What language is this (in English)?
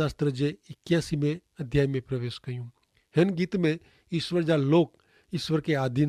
Kachhi